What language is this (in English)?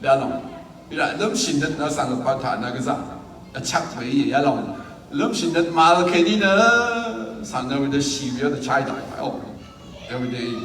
Rawang